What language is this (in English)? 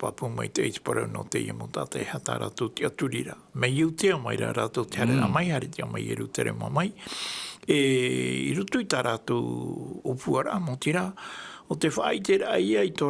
Tahitian